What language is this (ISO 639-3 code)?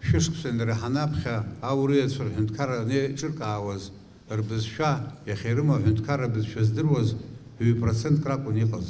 abk